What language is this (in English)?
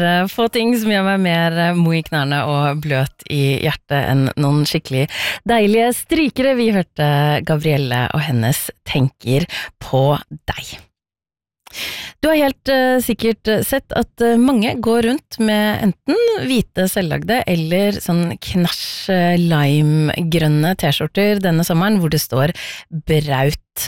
Norwegian